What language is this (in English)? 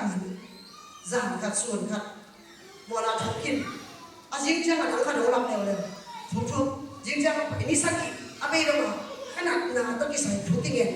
Tedim Chin